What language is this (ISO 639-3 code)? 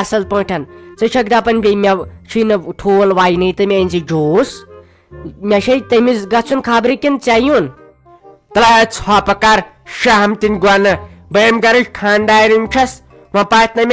kas